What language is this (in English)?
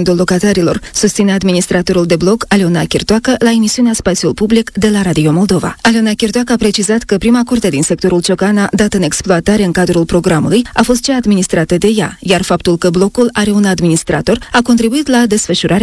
Romanian